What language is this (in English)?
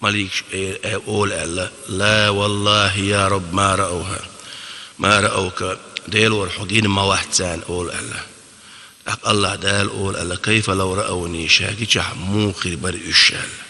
Chechen